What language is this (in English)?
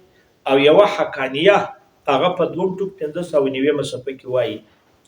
Pashto